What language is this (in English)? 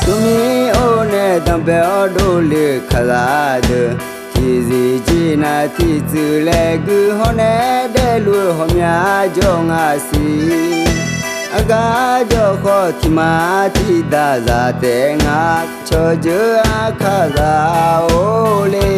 Akha